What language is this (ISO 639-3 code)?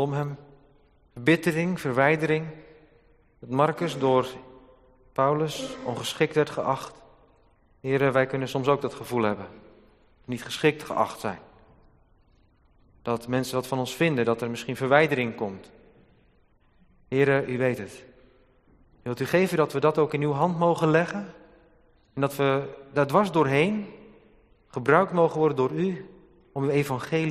nld